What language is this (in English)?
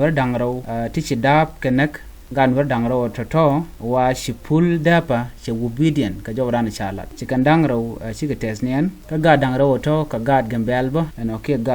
Nuer